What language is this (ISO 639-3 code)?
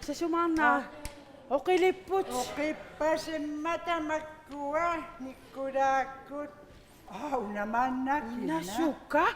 kal